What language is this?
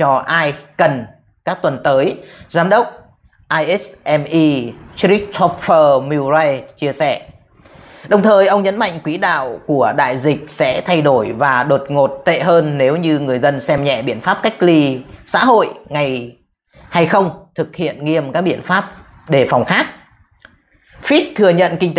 Vietnamese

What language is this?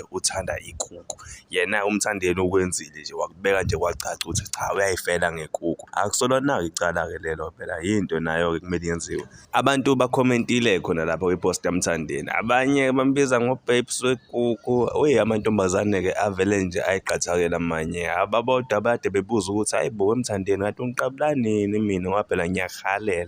Zulu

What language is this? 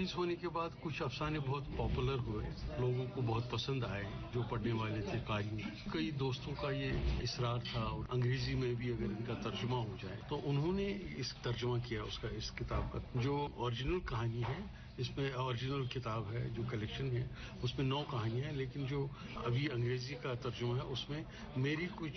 Urdu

